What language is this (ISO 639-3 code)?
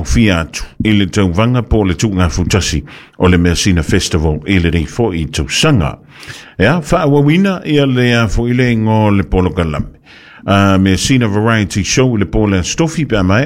smo